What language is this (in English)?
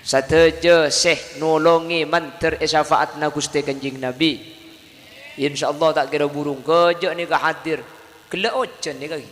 Madurese